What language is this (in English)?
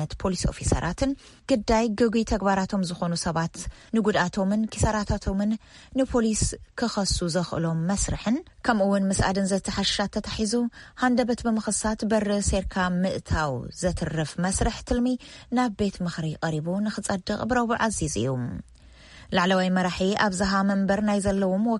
Tigrinya